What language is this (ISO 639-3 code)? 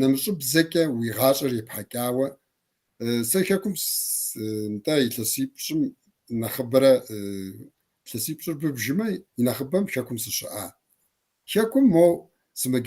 kbd